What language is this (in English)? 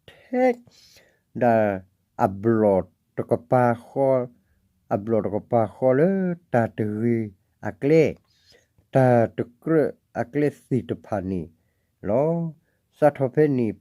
S'gaw Karen